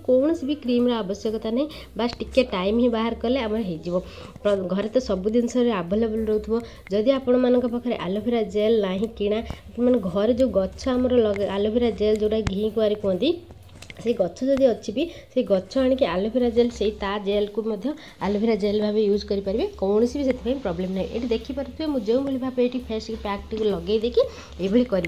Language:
Odia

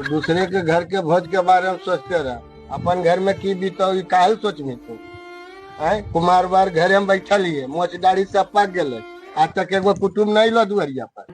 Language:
Magahi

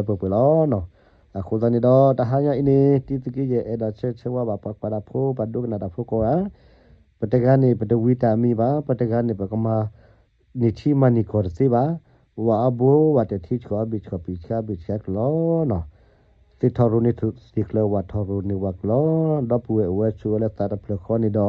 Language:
S'gaw Karen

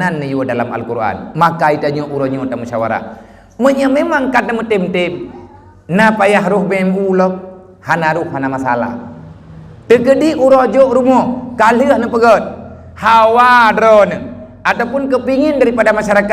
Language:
Achinese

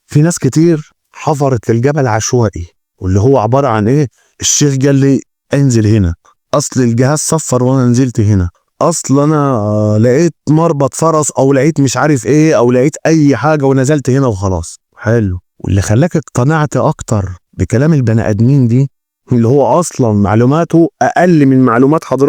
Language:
Egyptian Arabic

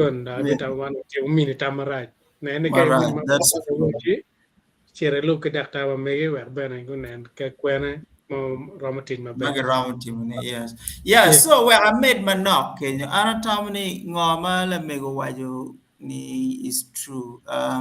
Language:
Acoli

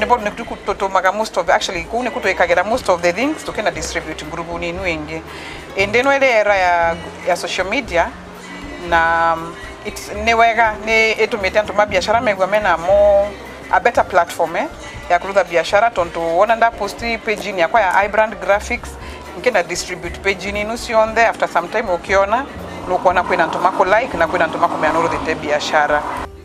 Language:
Meru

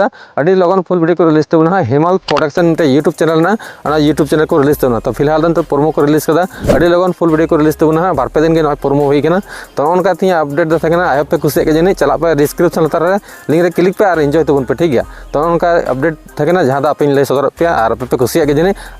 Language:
Santali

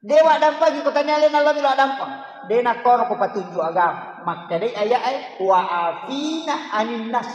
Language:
Buginese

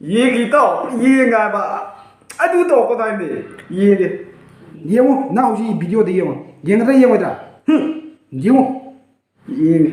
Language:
Manipuri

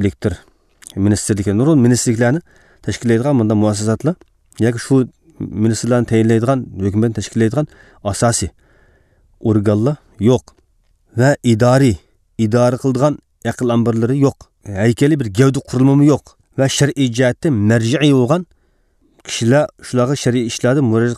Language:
Uyghur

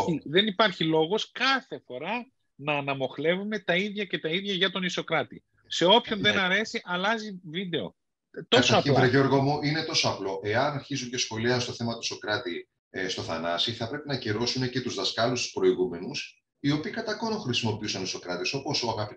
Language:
Greek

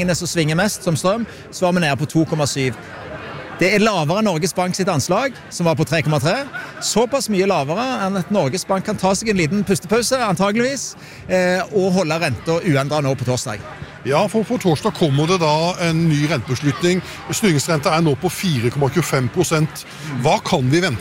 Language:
Norwegian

